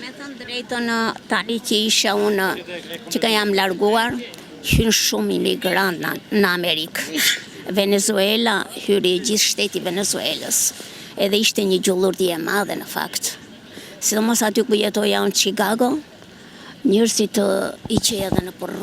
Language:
Albanian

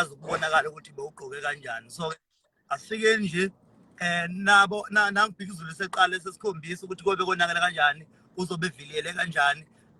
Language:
Zulu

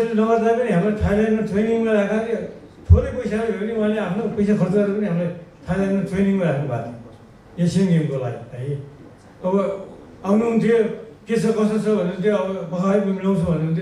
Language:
Nepali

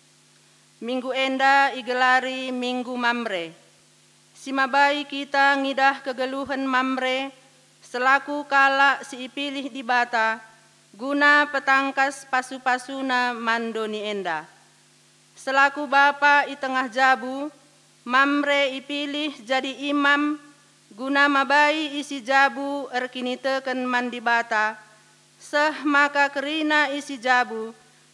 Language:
Batak Karo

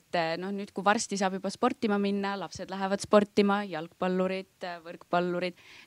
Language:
Estonian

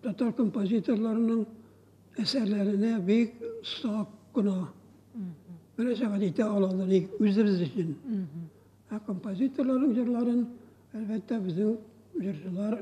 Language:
Tatar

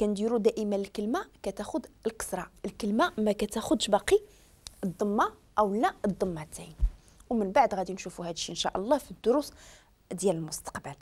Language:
Moroccan Arabic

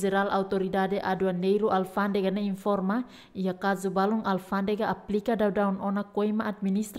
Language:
Tetum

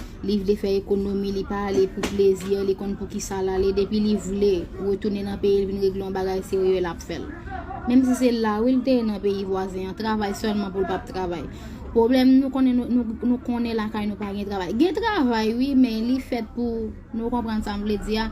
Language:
Haitian Creole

